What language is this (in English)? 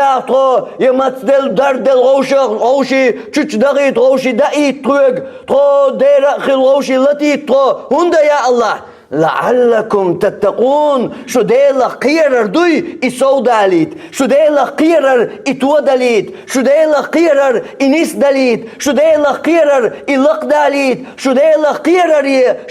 Chechen